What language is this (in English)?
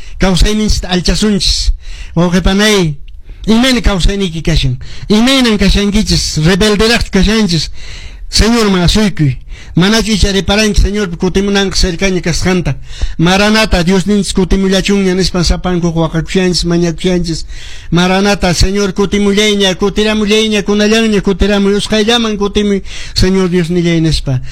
Quechua